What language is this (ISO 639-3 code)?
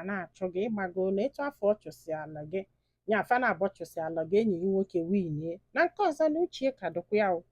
ibo